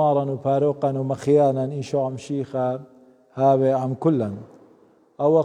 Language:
Assyrian Neo-Aramaic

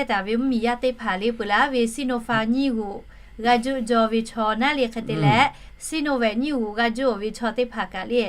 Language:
Lahu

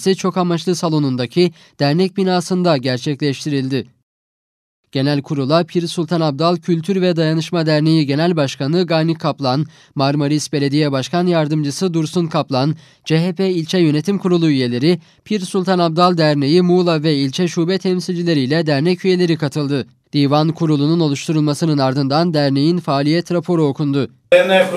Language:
Turkish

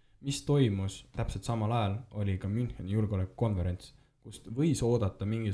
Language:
Estonian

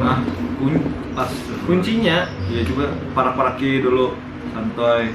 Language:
Banjar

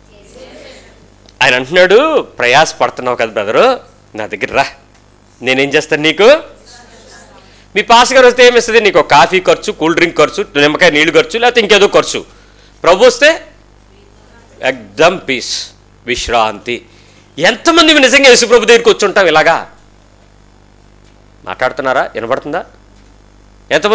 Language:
Telugu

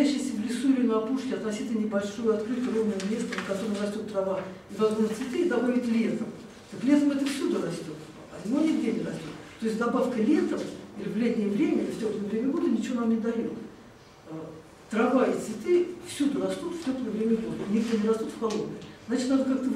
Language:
Russian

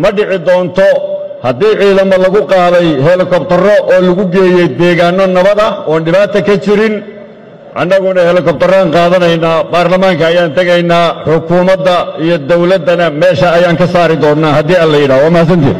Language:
Somali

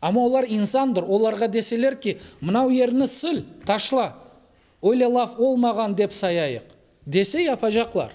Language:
Crimean Tatar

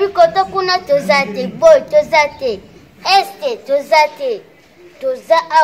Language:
Lingala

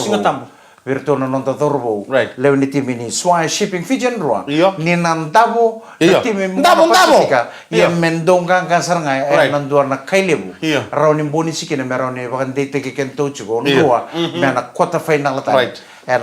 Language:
Fijian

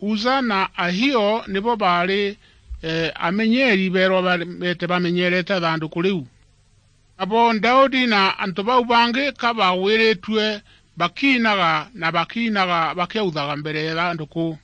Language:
Meru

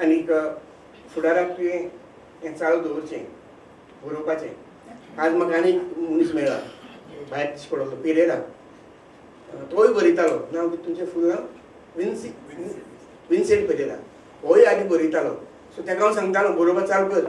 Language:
Konkani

